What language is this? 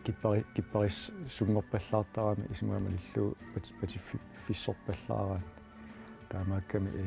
Kalaallisut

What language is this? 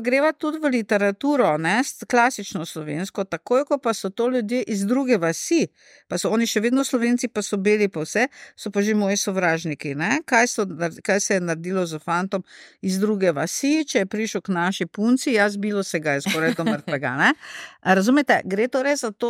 Slovenian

